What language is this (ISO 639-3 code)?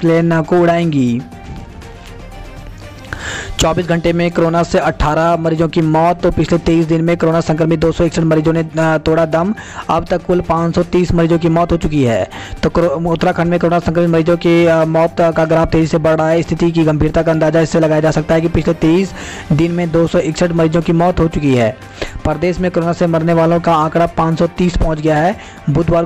hin